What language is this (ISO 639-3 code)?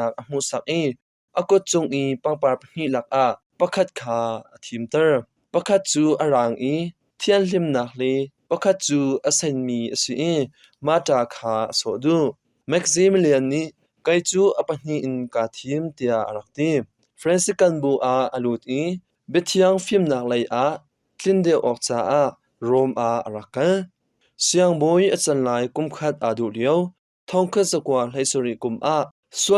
cnh